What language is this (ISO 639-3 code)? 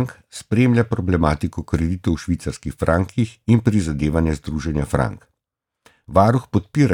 slv